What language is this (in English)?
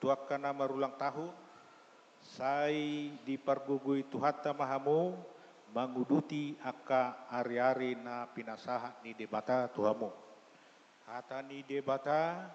Batak Toba